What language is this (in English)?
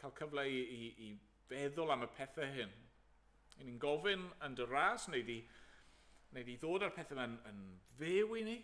Welsh